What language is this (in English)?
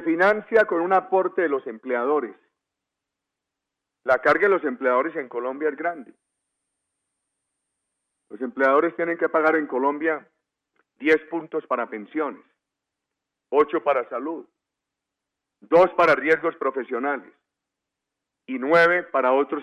Spanish